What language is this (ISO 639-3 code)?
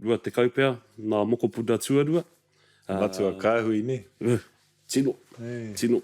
mri